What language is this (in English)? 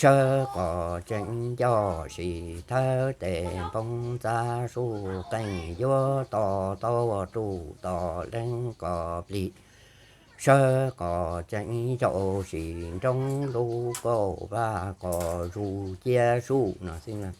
Hmong